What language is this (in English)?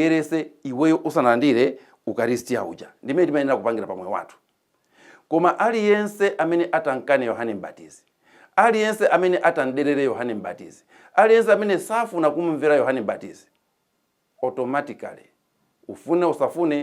Nyanja